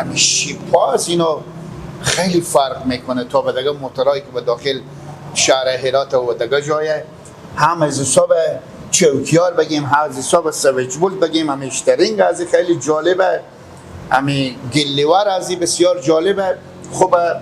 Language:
Persian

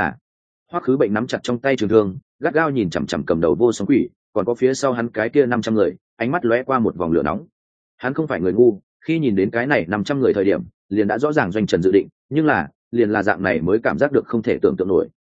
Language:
Vietnamese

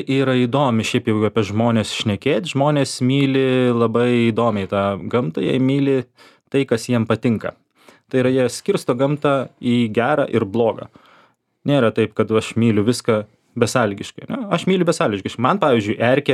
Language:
Lithuanian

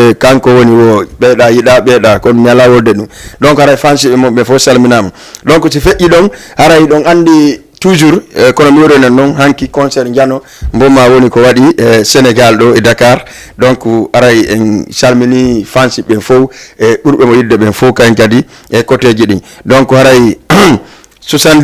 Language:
Fula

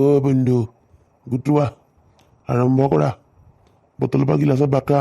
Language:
Assamese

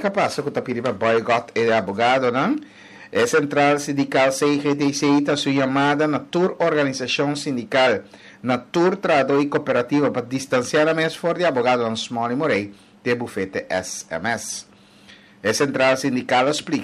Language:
Papiamento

